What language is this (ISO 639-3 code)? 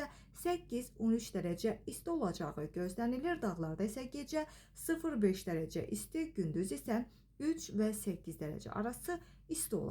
aze